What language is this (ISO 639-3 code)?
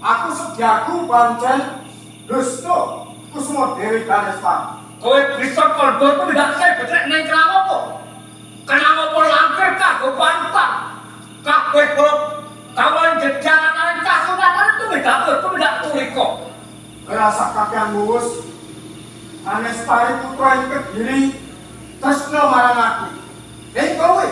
jav